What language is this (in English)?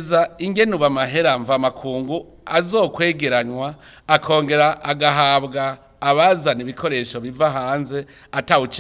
Rundi